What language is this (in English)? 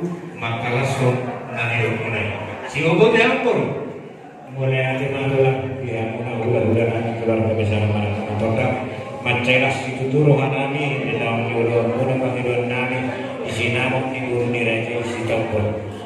Batak Toba